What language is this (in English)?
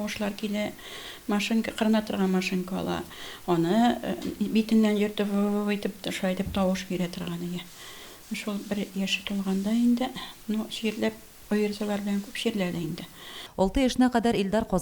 Tatar